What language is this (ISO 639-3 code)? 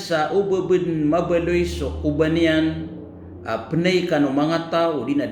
mrw